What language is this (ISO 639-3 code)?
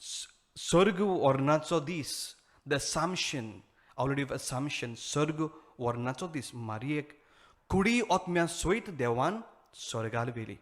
kok